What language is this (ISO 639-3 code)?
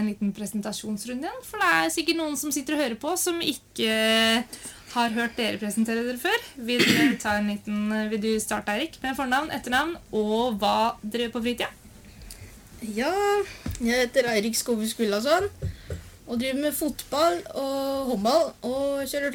nor